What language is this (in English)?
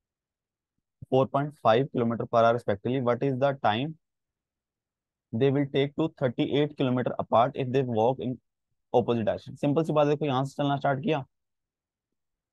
Hindi